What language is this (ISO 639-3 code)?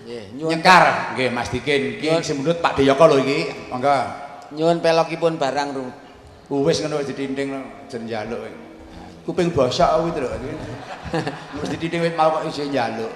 jav